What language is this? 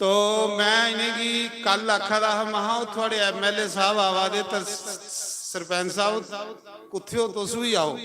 Dogri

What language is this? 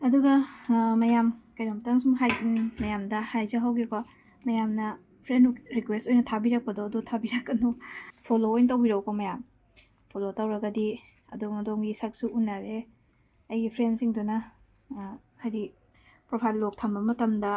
Manipuri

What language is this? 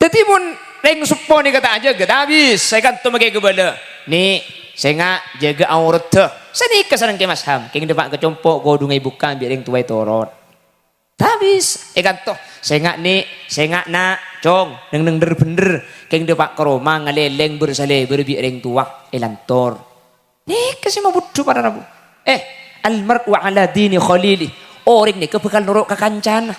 Madurese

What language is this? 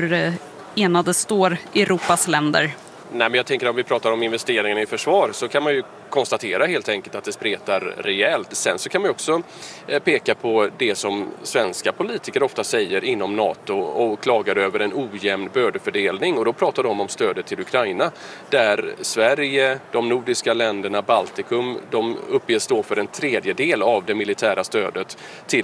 Swedish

